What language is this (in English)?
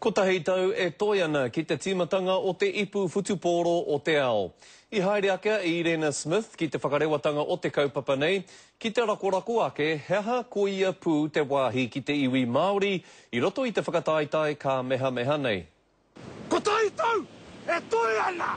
Māori